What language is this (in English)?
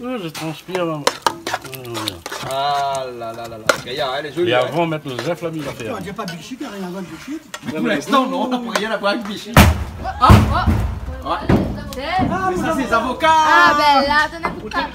Réunion Creole French